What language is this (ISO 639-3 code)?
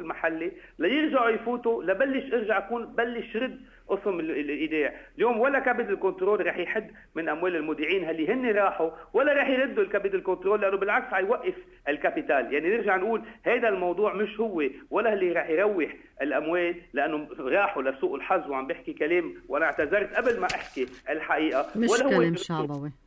apc